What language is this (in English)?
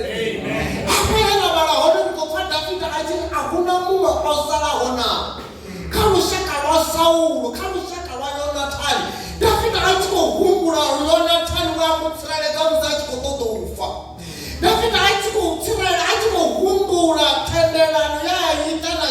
Venda